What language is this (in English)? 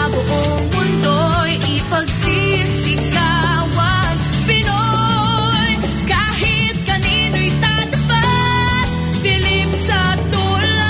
Filipino